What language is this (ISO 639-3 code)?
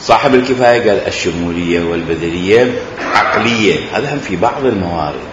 acm